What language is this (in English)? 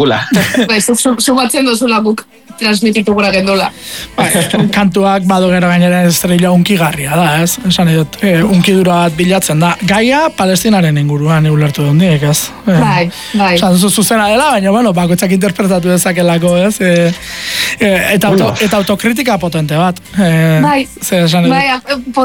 Basque